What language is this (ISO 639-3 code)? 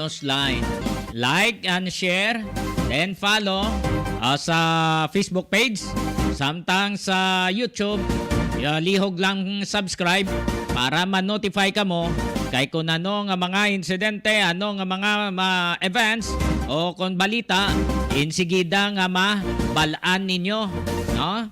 hil